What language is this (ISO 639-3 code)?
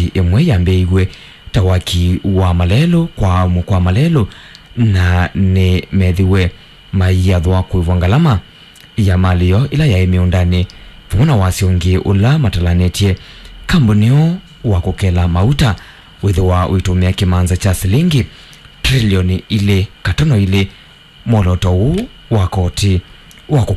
kam